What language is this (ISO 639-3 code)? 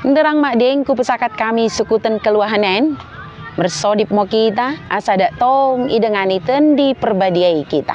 btd